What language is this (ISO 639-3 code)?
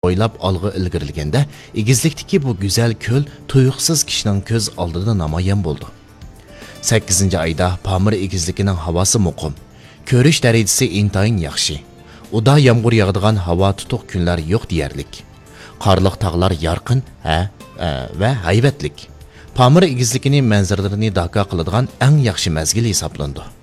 uig